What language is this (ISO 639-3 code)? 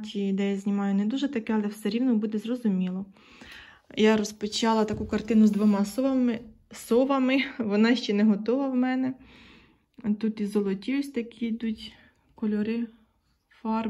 ukr